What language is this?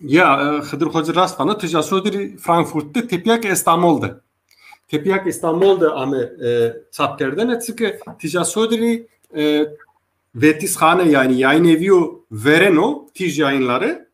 Zaza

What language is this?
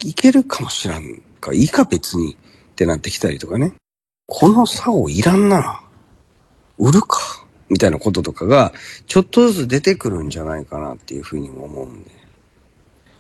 Japanese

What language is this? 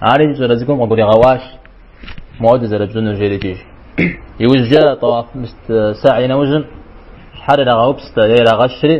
Kabardian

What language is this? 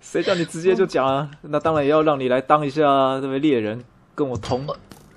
Chinese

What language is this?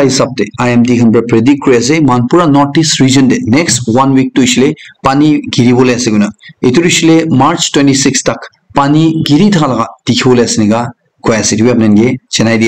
Naga Pidgin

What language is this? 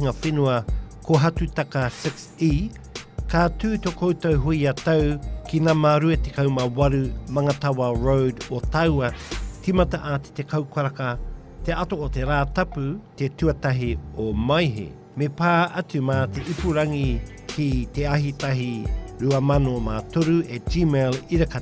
Māori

